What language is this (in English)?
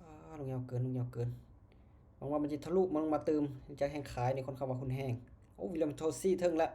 Lao